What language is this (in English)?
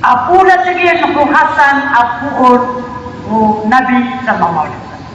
Maranao